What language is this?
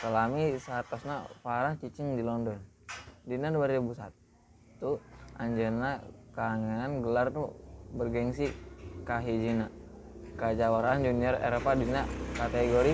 Sundanese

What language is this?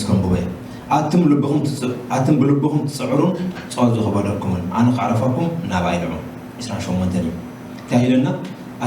Tigrinya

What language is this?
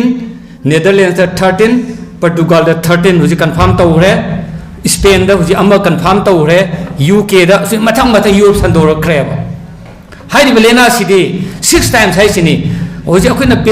Manipuri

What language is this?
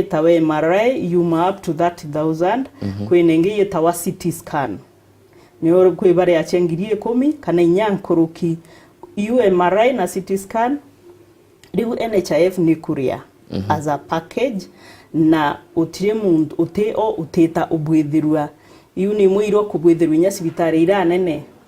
Meru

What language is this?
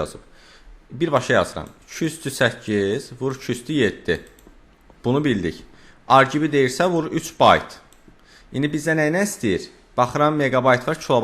Azerbaijani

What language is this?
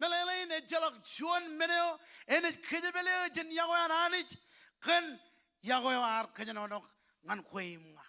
Marshallese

